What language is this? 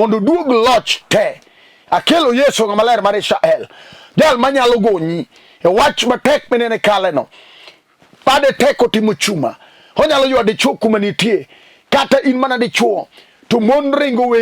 Luo (Kenya and Tanzania)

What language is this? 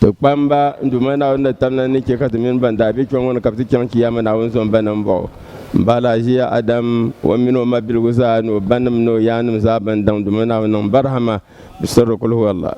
Dagbani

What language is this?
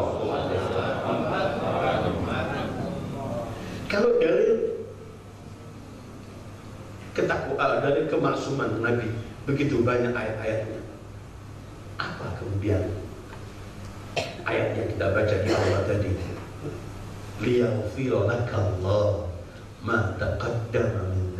Indonesian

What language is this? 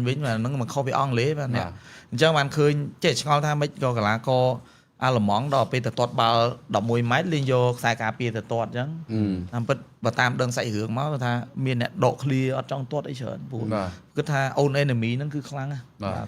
Khmer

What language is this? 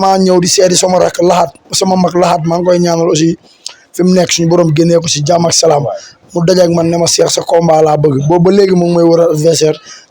Wolof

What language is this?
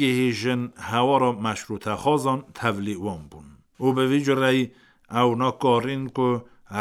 Kurdish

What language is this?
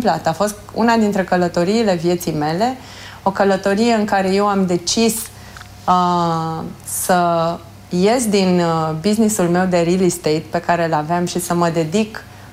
Romanian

